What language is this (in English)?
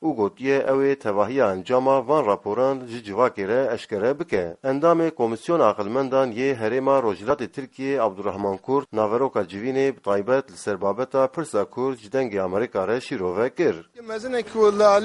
Kurdish